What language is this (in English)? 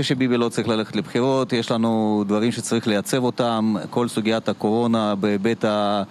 Hebrew